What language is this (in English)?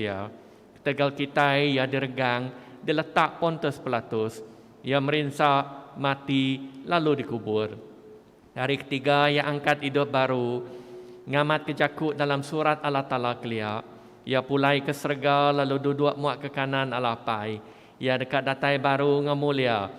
Iban